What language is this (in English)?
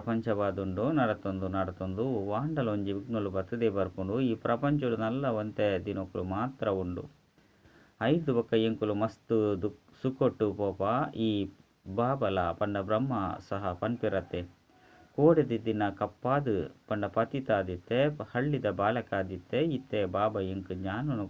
Tulu